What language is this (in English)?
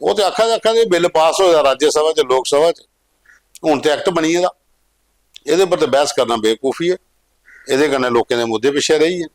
Dogri